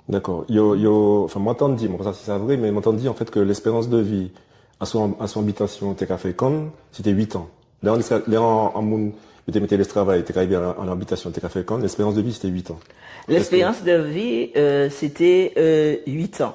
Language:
Guadeloupean Creole French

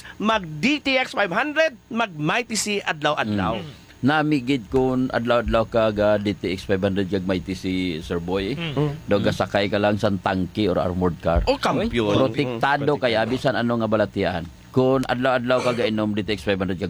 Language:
Hiligaynon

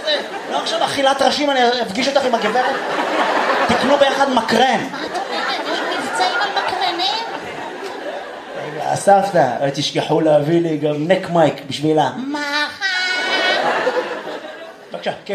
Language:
Hebrew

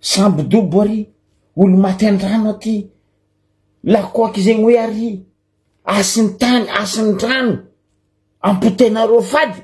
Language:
Malagasy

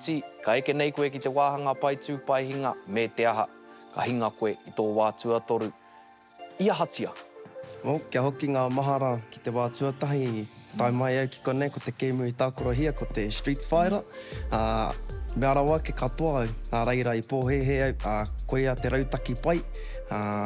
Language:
Māori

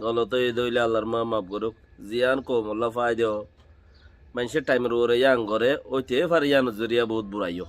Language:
Rohingya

